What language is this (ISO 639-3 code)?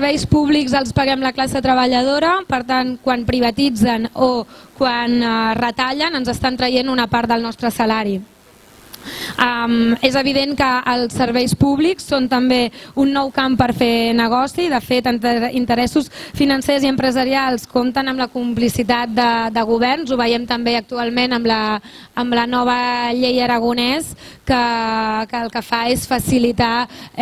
cat